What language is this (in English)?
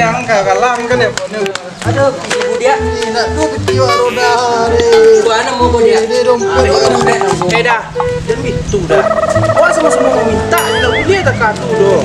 Minangkabau